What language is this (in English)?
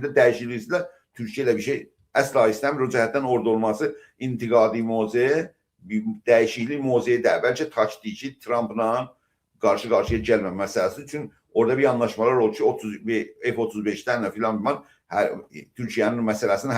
South Azerbaijani